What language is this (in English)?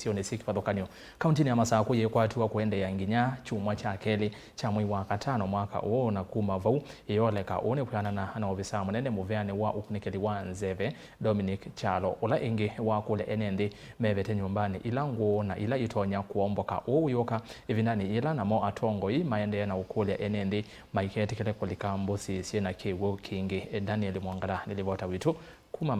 Kamba